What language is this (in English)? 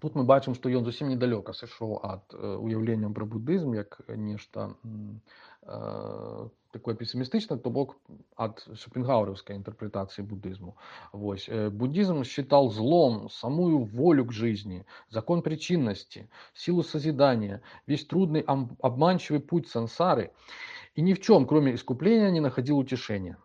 Belarusian